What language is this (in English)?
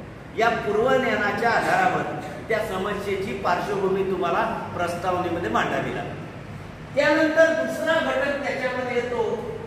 Marathi